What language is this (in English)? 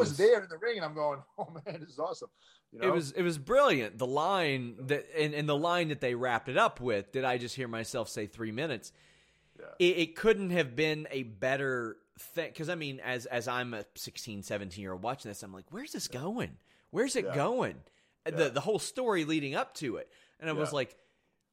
English